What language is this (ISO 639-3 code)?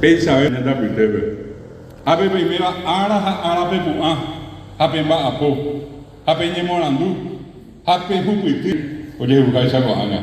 grn